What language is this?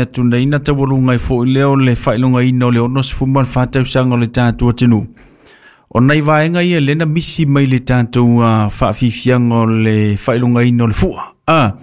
Samoan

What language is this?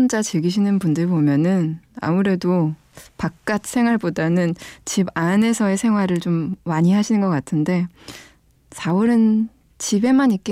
Korean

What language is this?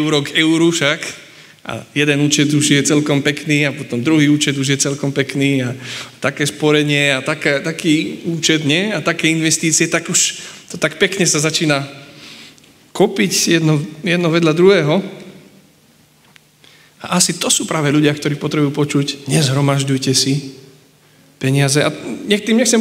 Slovak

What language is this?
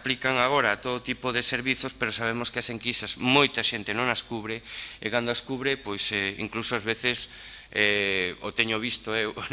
Galician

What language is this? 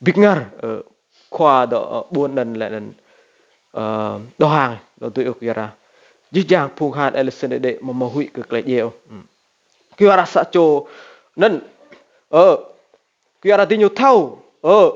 Rade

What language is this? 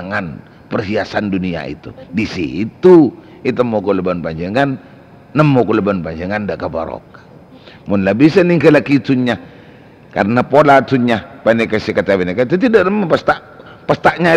Madurese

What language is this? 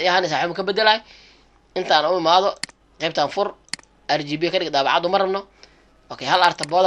Somali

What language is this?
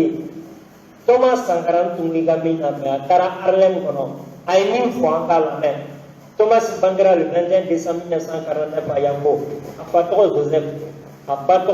Bambara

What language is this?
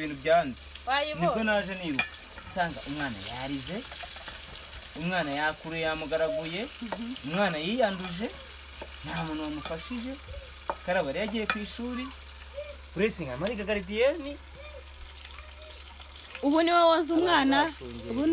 Kinyarwanda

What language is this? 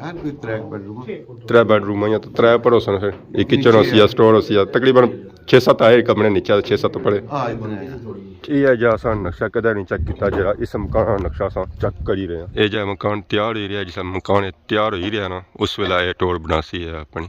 Pahari-Potwari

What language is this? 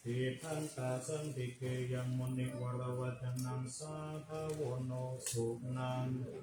Pali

